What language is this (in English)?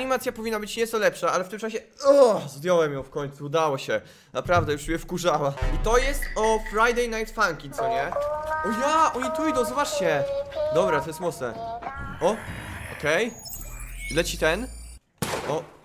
Polish